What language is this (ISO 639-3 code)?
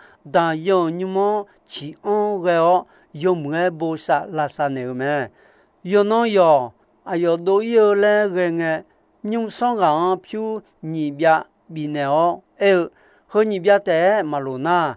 ahk